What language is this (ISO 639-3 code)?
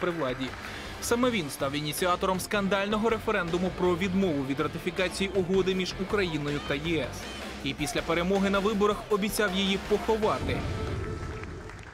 ukr